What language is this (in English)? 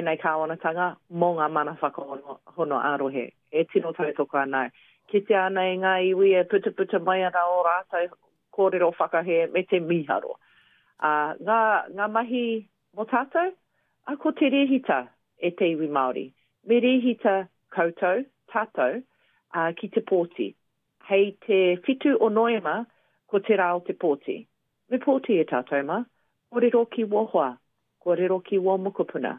Māori